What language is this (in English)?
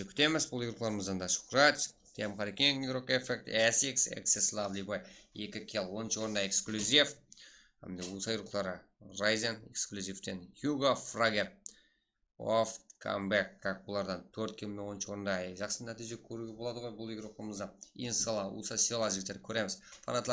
Kara-Kalpak